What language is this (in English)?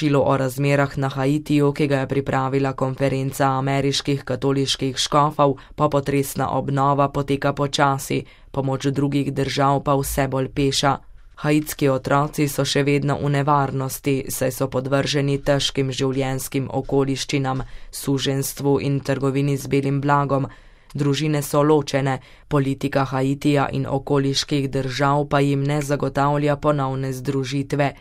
Slovenian